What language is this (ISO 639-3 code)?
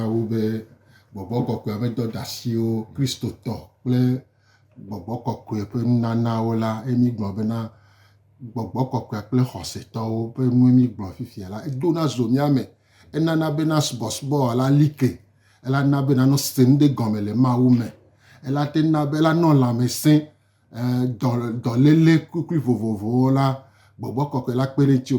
gej